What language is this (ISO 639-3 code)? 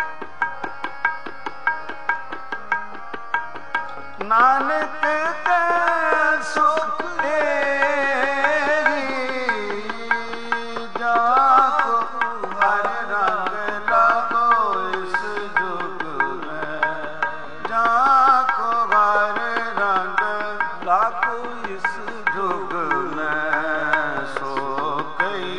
pan